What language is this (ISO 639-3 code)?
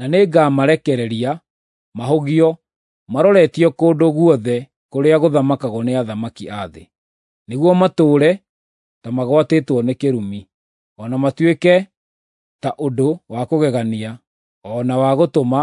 kik